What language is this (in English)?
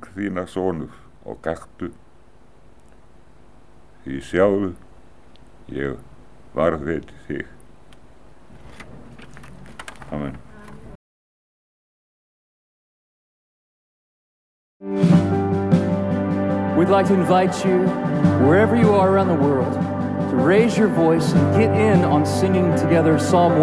Icelandic